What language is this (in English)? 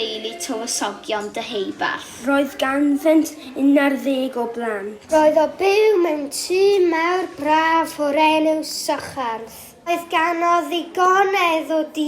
Welsh